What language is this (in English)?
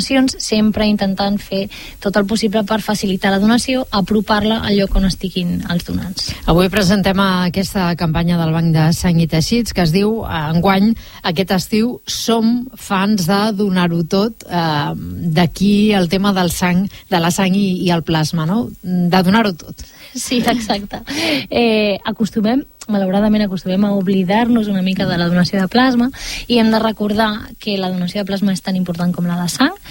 Catalan